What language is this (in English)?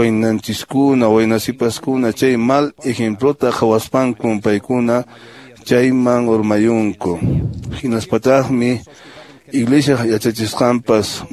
Quechua